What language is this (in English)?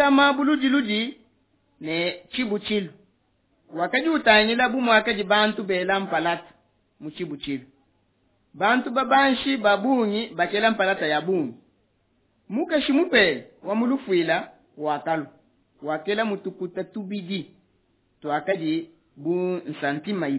Luba-Lulua